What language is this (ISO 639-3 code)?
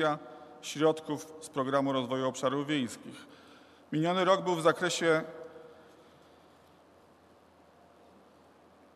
pol